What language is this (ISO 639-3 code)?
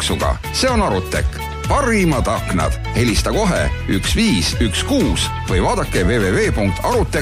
est